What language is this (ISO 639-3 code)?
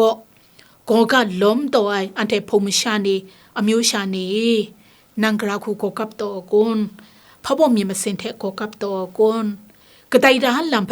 kac